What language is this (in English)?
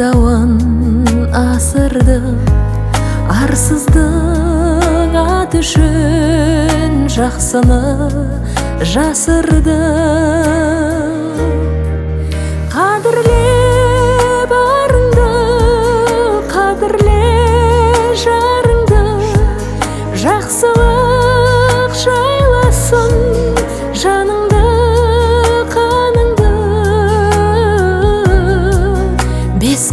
Kazakh